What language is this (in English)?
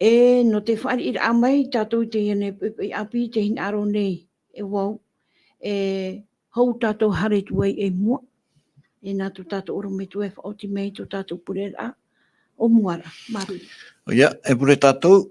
Tahitian